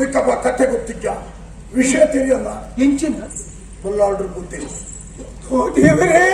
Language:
Tulu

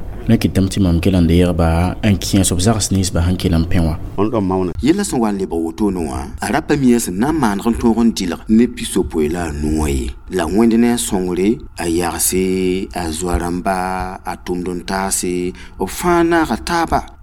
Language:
Mossi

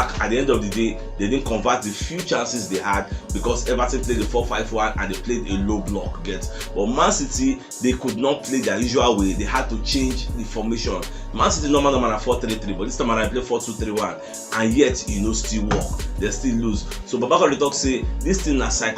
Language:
Nigerian Pidgin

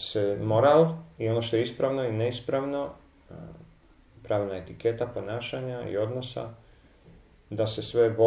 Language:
Croatian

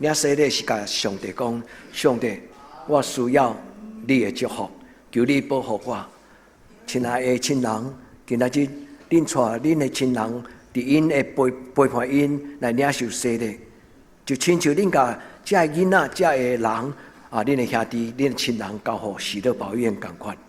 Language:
Min Nan Chinese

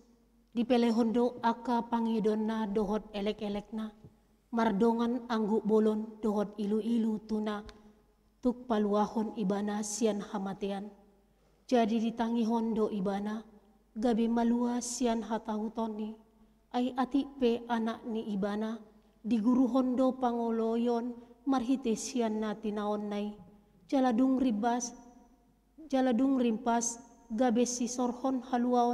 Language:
Batak Toba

